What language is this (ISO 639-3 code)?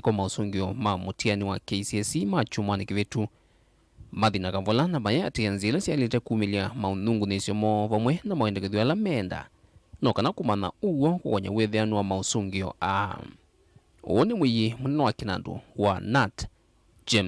kam